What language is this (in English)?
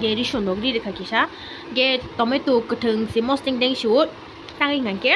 Kok Borok